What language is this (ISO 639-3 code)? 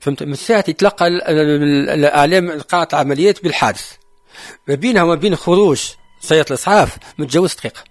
aeb